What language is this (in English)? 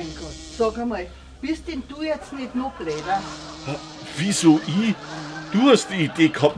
Bavarian